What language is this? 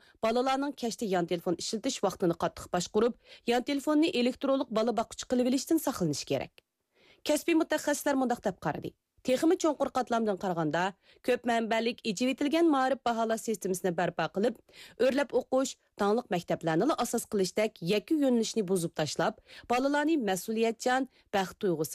Uyghur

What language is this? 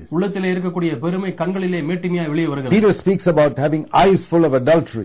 Tamil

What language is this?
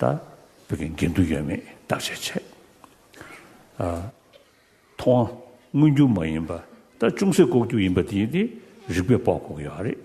Tibetan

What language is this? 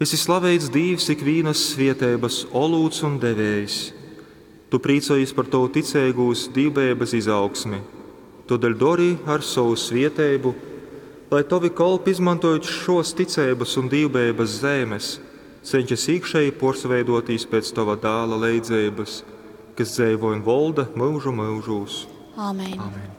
Latgalian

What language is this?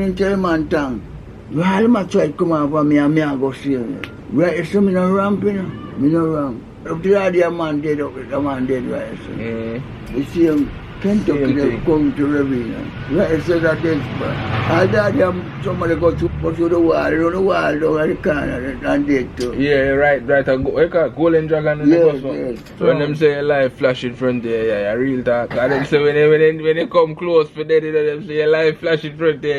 Jamaican Creole English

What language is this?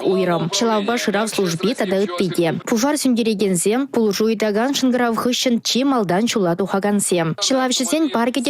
Chuvash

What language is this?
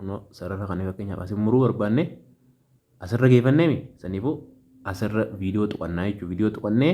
Oromo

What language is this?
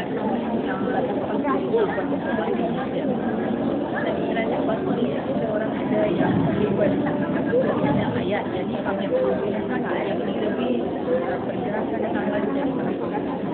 Malay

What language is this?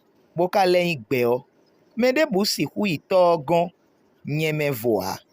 Fon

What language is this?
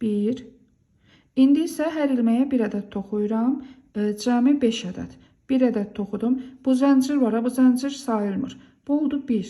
Azerbaijani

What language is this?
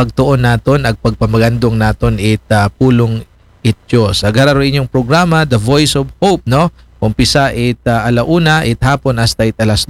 Aklanon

